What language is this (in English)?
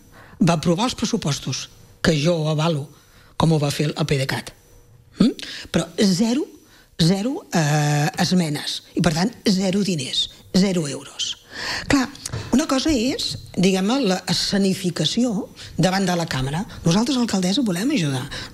Catalan